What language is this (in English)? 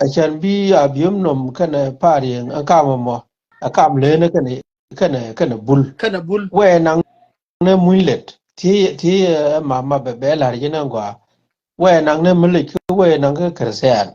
Nuer